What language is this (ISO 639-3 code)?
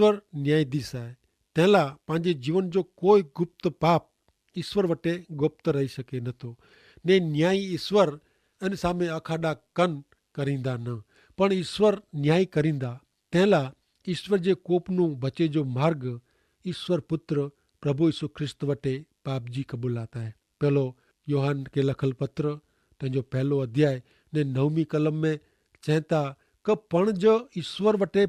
kfr